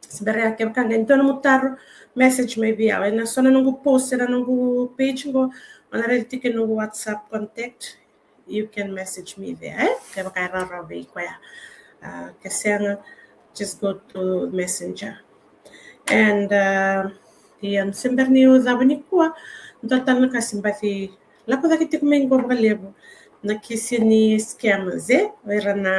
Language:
Fijian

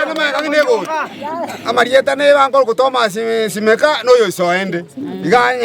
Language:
Gusii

